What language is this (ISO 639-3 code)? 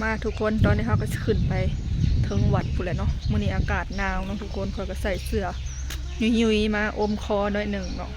lao